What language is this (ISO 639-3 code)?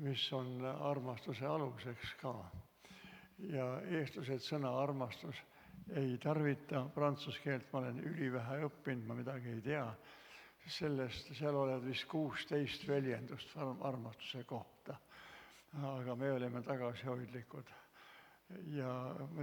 est